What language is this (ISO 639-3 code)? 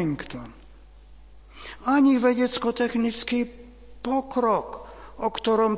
slk